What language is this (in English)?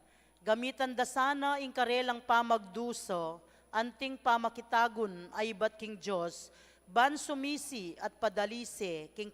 Pampanga